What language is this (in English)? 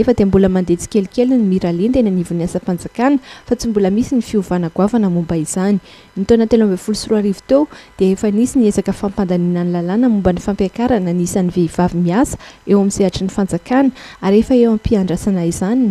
Malagasy